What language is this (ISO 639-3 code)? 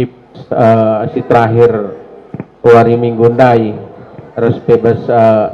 btx